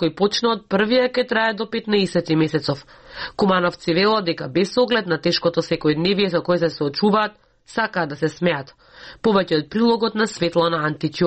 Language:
Macedonian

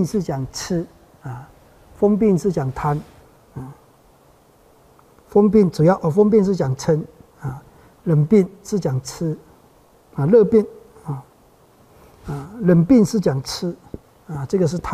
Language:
Chinese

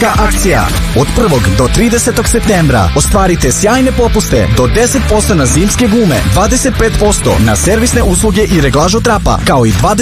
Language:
Serbian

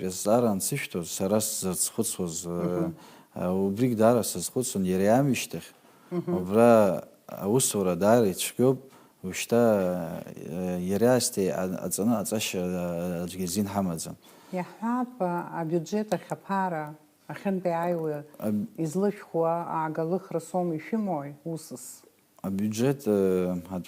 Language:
Abkhazian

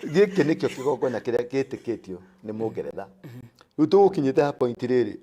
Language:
Kikuyu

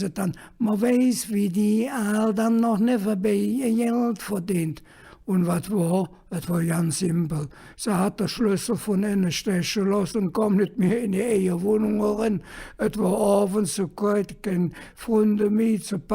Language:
Colognian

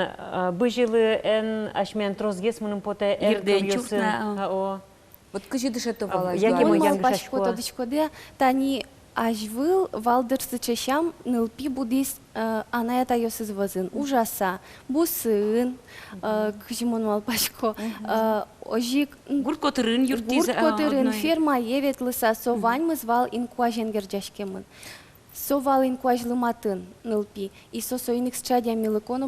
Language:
Udmurt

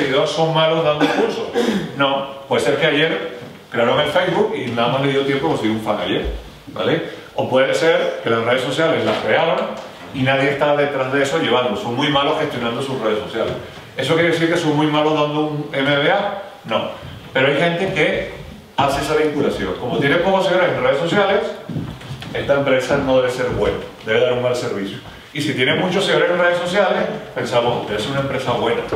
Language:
Spanish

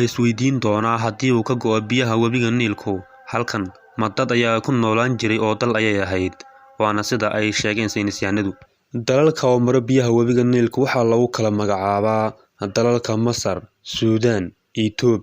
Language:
Somali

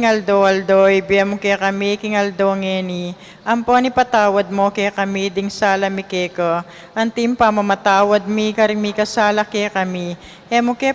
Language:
Pampanga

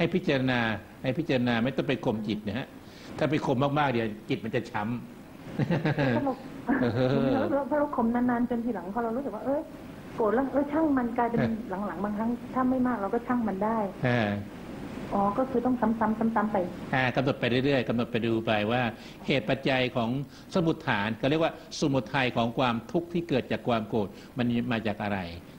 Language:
Thai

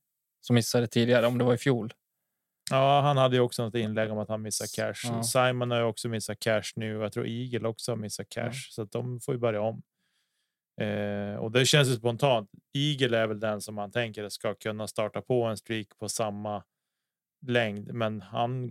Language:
Swedish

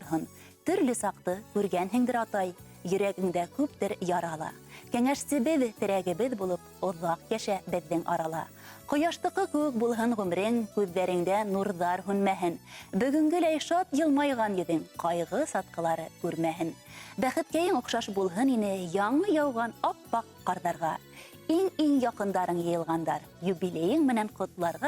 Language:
Bashkir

